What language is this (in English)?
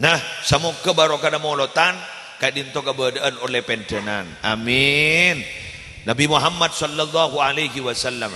Madurese